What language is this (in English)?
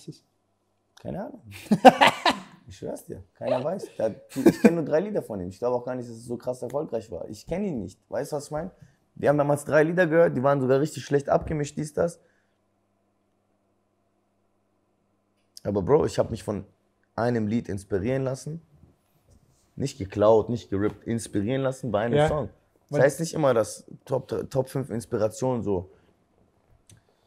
German